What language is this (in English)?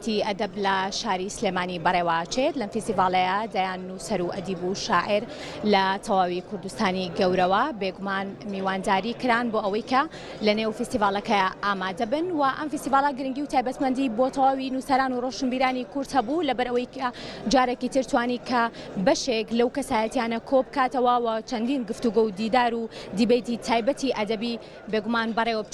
Central Kurdish